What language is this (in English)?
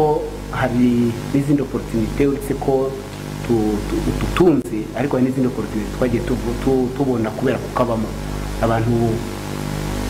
Kinyarwanda